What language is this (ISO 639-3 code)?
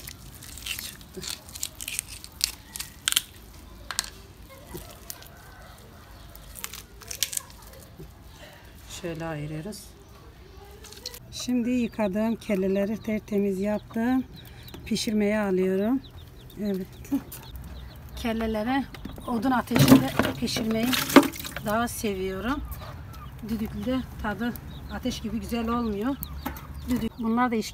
tur